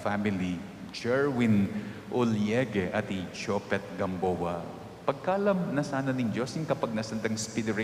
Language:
Pampanga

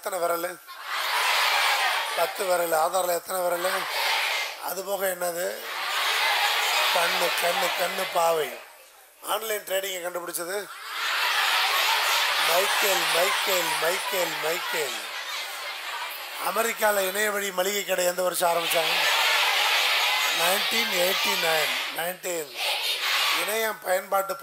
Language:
Tamil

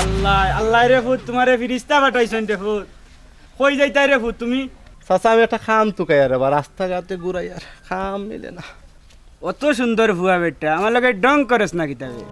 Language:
Sylheti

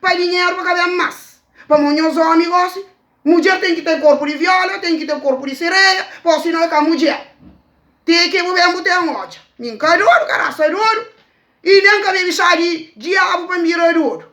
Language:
Kabuverdianu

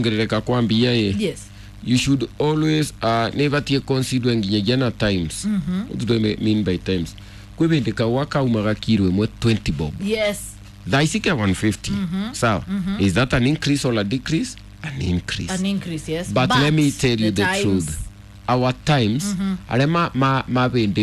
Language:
Kikuyu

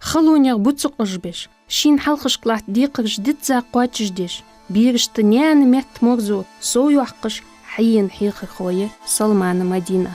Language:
Ingush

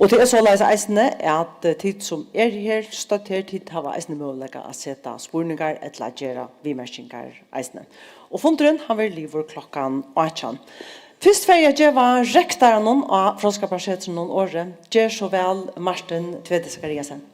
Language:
Faroese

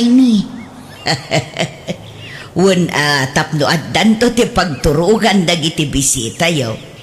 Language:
Iloko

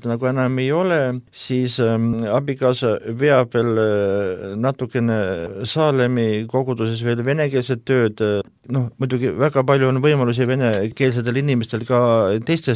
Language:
Estonian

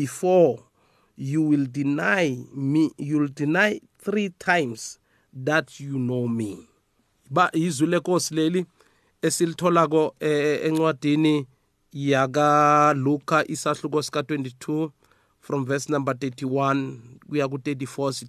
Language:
South Ndebele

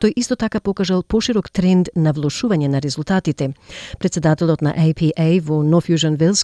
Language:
Macedonian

